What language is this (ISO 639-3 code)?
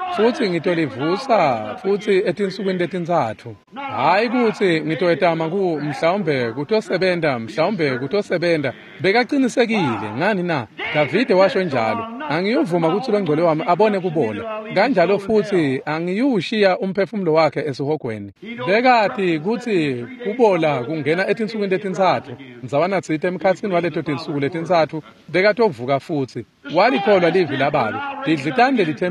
ssw